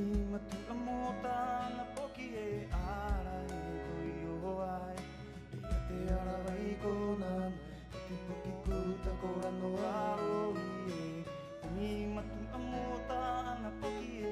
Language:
Rapanui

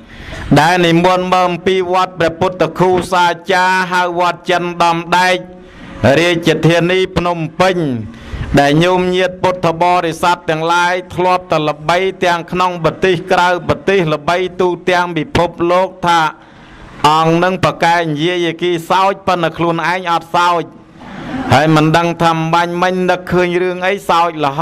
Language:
Khmer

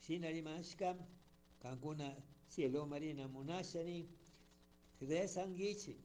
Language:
Chimborazo Highland Quichua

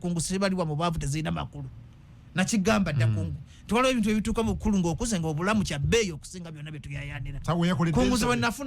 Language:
Ganda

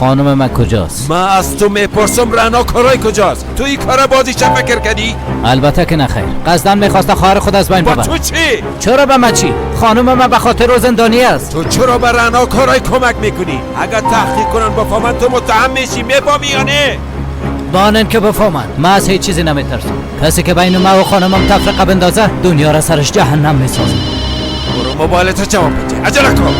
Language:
Persian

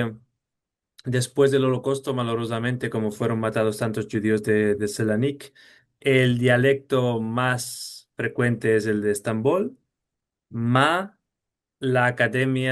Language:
Ladino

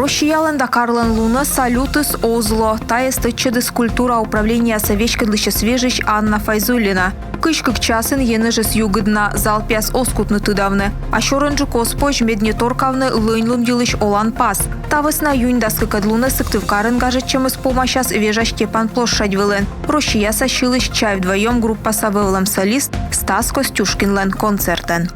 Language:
Komi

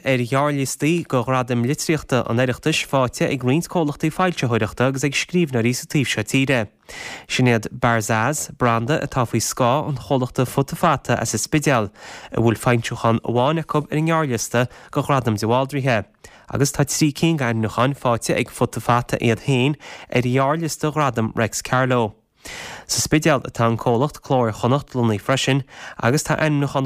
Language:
Irish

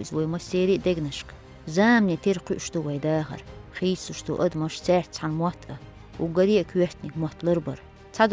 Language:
Chechen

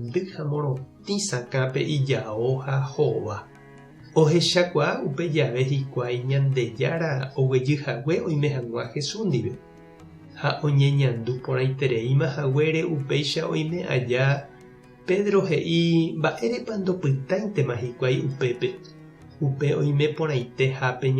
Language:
Guarani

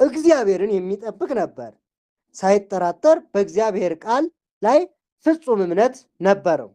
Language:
Amharic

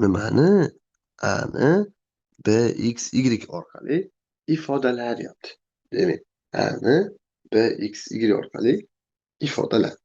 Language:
Uzbek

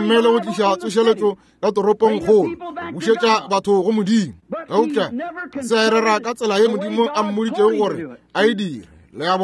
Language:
Northern Sotho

